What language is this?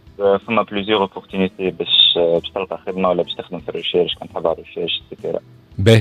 Tunisian Arabic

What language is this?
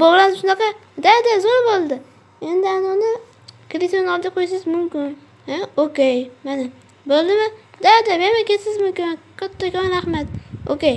Uzbek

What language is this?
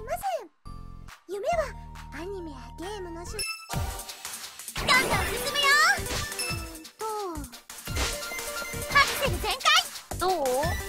Japanese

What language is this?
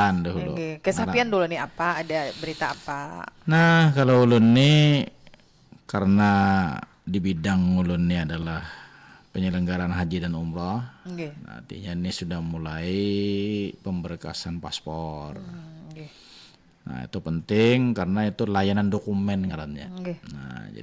Banjar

